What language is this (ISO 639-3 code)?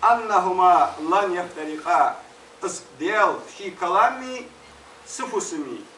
inh